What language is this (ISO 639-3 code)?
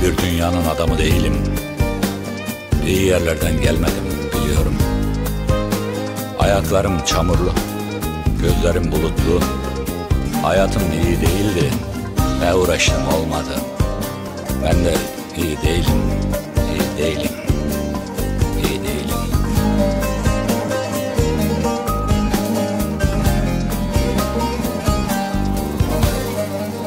tur